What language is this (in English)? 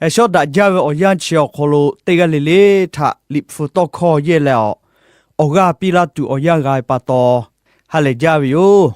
Lahu